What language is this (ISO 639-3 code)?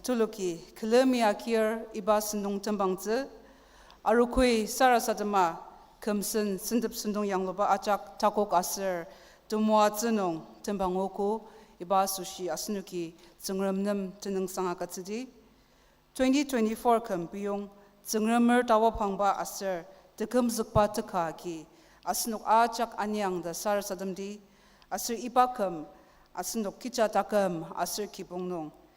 njo